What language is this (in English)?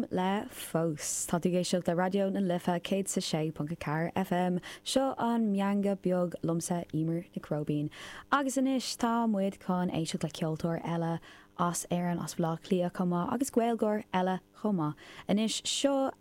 Irish